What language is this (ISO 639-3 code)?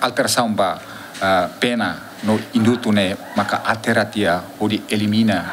tet